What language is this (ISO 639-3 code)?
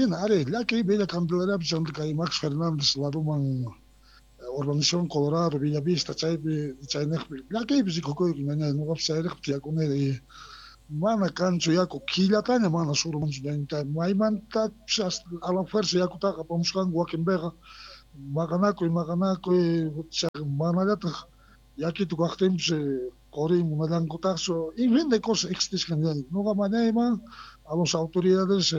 quh